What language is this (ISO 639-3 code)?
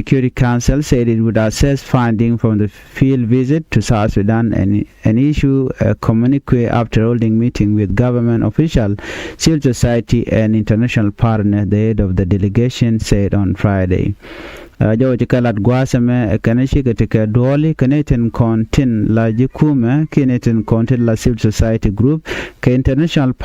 nus